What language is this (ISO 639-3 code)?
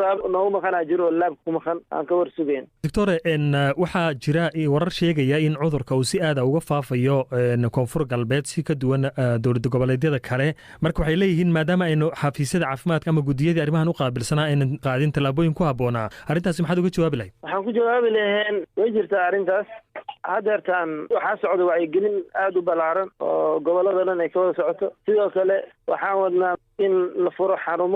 som